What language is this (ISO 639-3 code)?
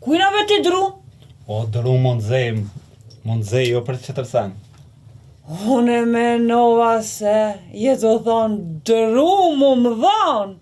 sqi